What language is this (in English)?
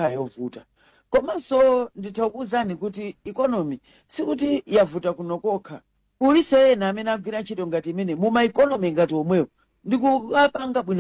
Nyanja